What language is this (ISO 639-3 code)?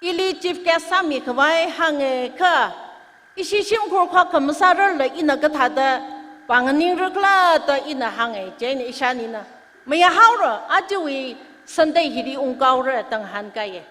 nmf